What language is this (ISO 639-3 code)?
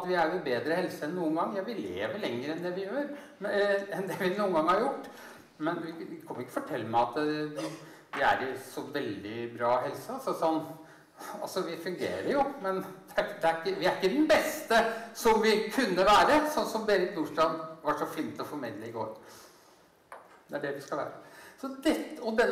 nor